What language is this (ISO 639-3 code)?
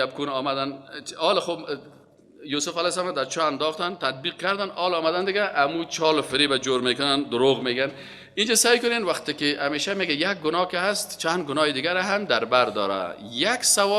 fas